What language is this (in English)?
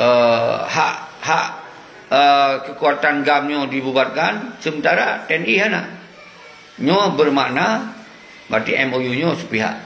Achinese